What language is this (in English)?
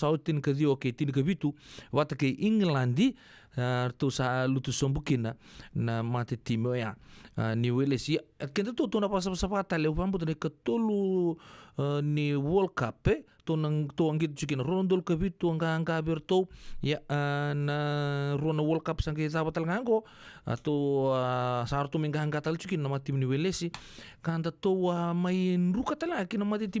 Fijian